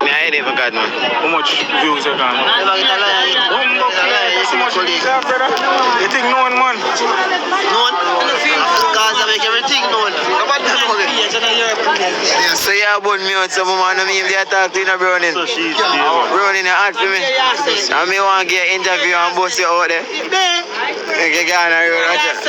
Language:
Jamaican Creole English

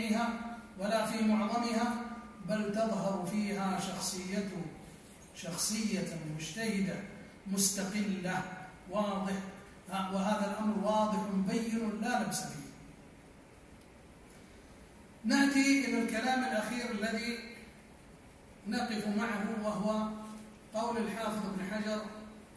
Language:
Arabic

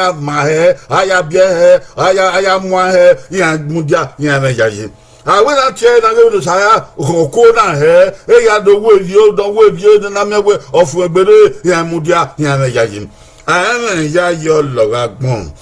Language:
Bini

